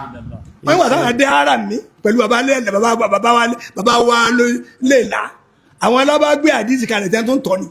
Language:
Yoruba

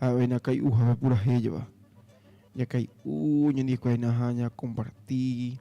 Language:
Guarani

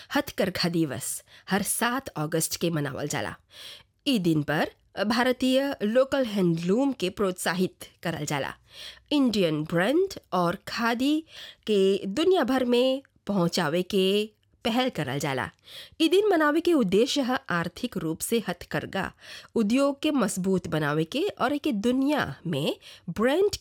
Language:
Bhojpuri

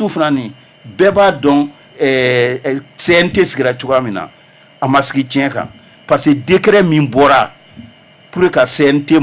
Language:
Bambara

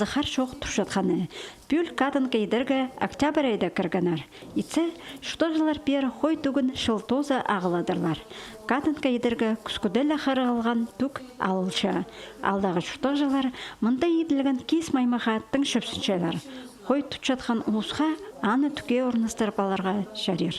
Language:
Khakas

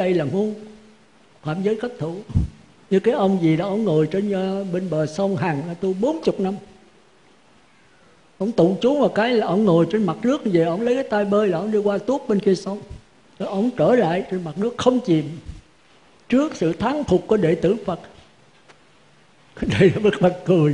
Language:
Vietnamese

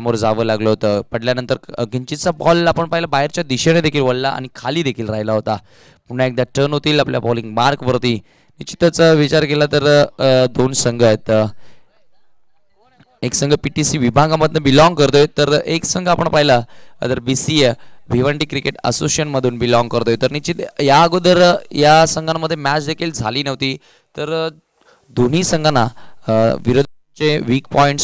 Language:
Marathi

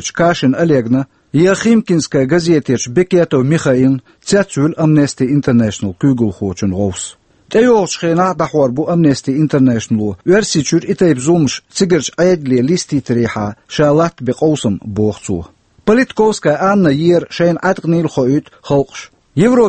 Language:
Chechen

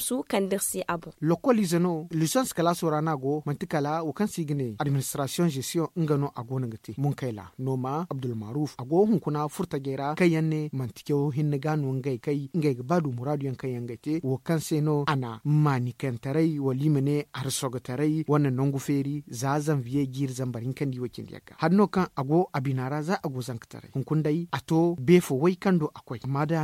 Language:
Zarma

